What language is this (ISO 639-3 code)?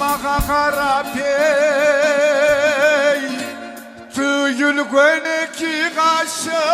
kum